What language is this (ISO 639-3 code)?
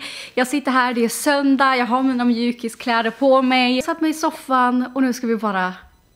swe